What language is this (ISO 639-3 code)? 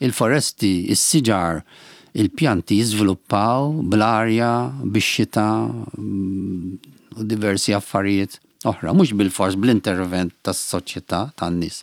mlt